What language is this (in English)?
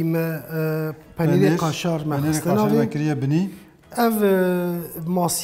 Kurdish